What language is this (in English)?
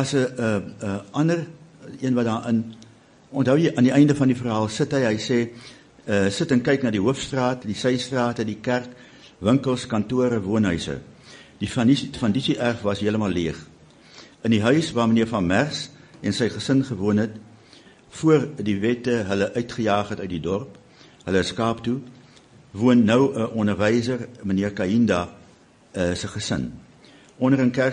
Afrikaans